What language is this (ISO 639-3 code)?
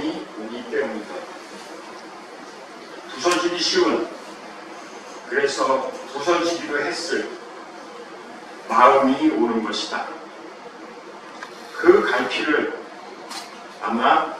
kor